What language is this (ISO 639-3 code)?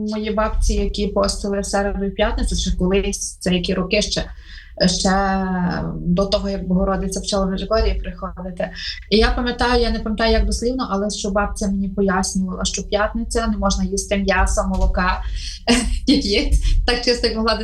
ukr